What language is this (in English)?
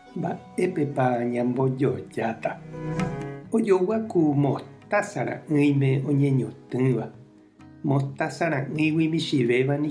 Guarani